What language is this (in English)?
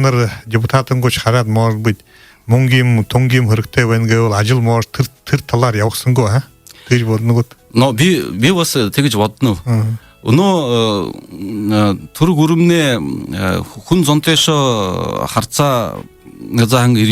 Buriat